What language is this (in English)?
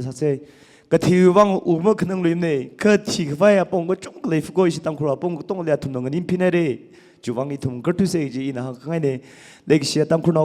Tangkhul Naga (India)